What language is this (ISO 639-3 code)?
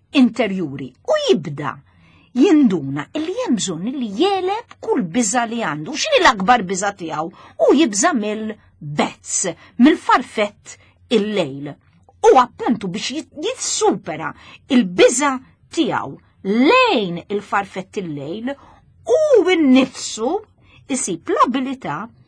mlt